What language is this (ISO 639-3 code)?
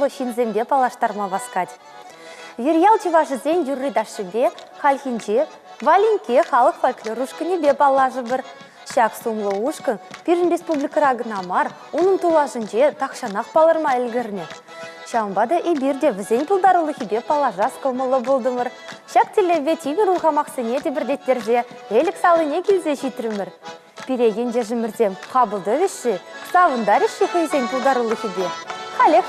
chv